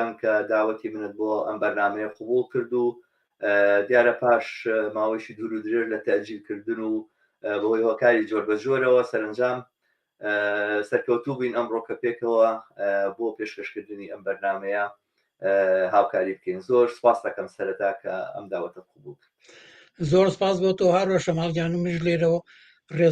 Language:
Central Kurdish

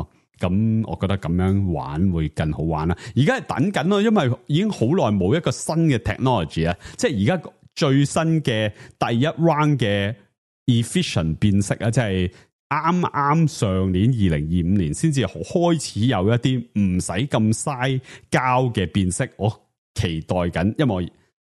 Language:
Cantonese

